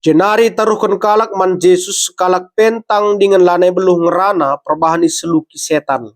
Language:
Batak Karo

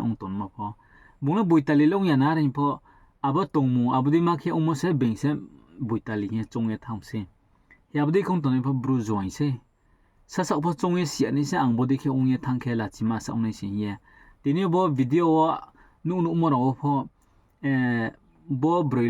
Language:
Riang (India)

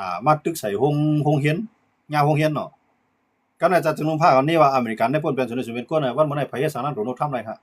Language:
Shan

